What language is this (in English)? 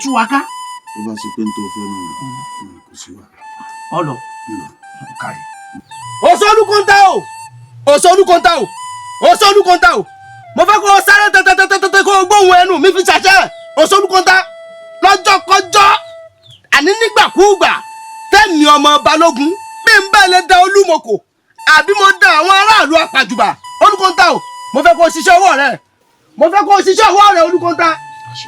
Yoruba